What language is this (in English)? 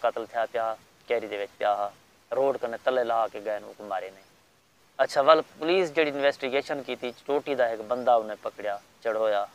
Saraiki